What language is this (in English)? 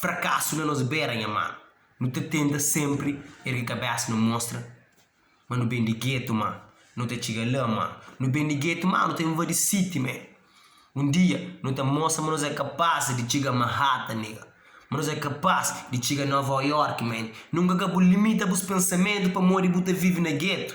Kabuverdianu